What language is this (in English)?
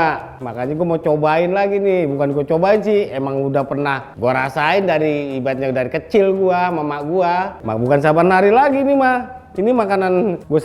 Betawi